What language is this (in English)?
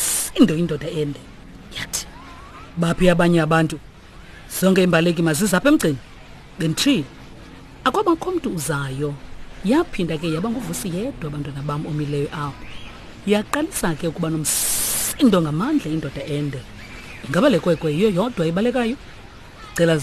Xhosa